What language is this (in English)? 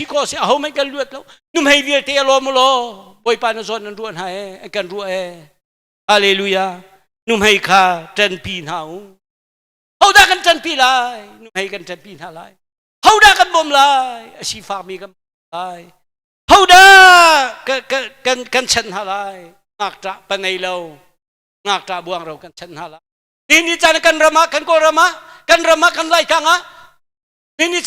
Hakha Chin